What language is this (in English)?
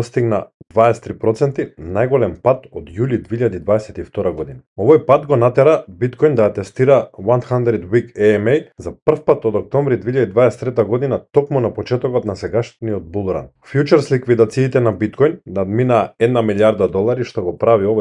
Macedonian